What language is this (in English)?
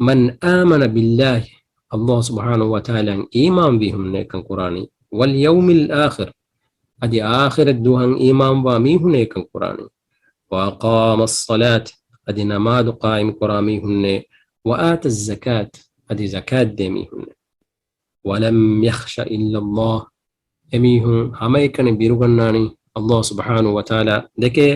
Divehi